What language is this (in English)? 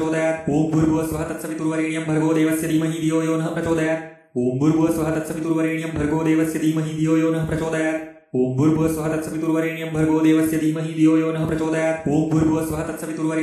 Sanskrit